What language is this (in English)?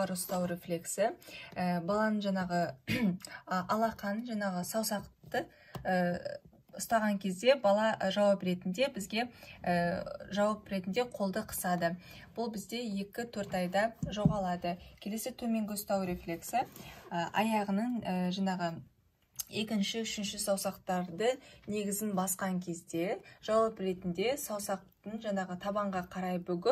Kazakh